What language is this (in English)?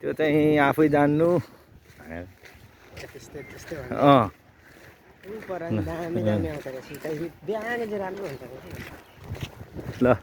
Nepali